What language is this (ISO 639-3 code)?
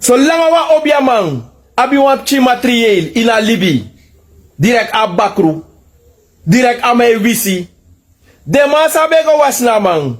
srn